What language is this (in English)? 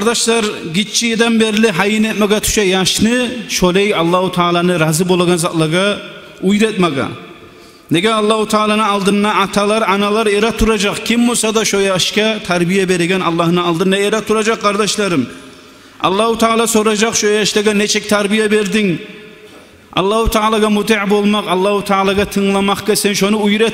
Kumyk